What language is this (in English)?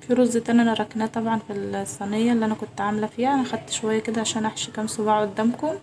Egyptian Arabic